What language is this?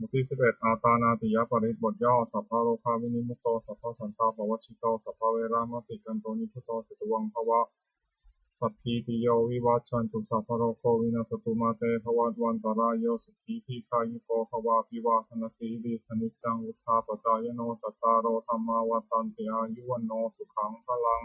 Pali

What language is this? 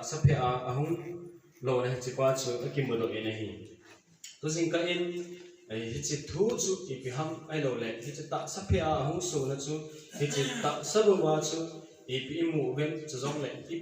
Thado Chin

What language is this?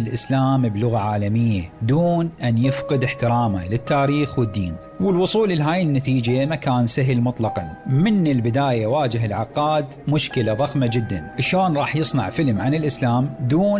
Mesopotamian Arabic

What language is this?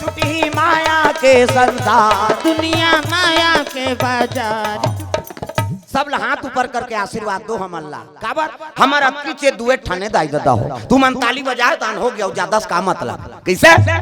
Chhattisgarhi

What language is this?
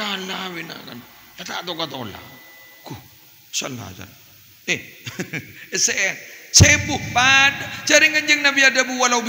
Madurese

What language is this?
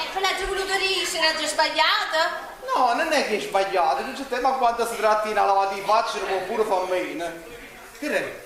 Neapolitan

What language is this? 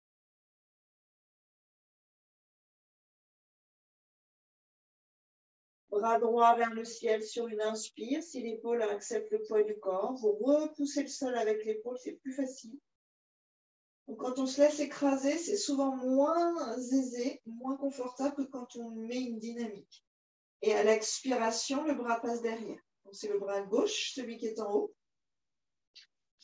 French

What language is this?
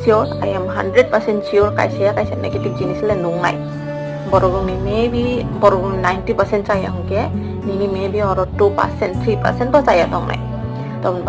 Kok Borok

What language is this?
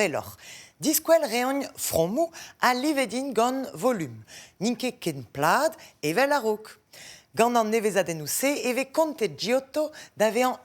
Breton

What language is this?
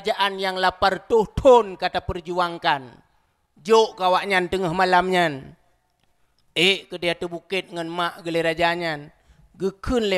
Achinese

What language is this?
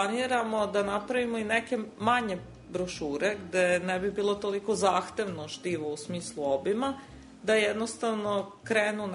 Serbian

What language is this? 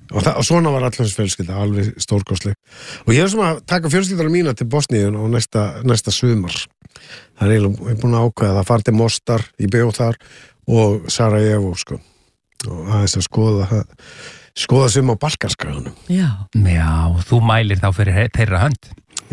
Icelandic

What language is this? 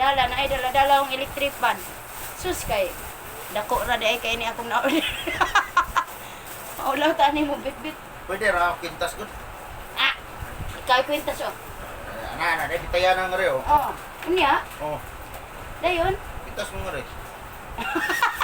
Cebuano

